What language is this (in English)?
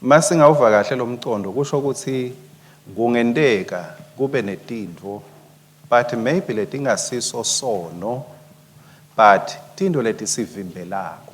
Swati